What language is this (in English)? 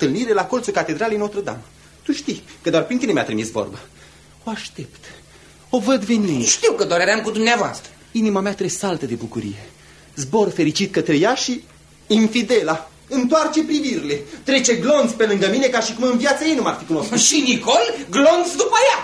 Romanian